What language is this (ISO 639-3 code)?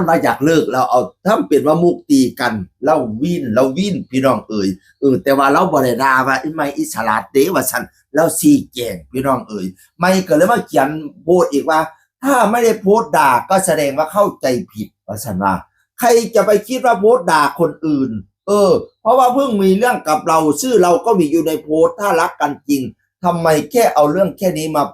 tts